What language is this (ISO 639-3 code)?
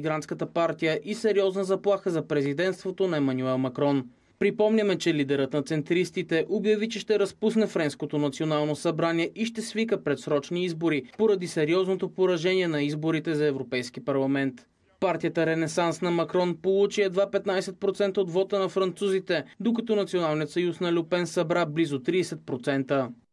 bul